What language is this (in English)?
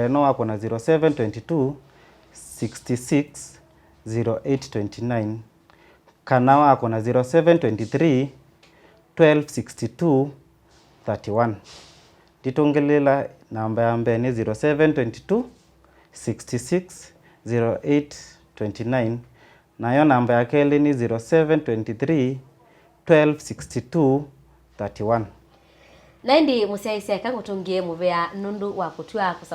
Kamba